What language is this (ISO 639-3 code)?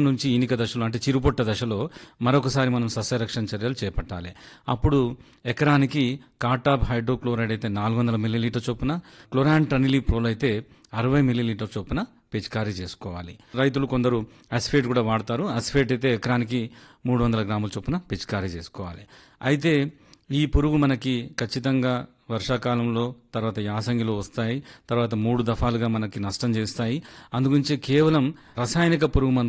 tel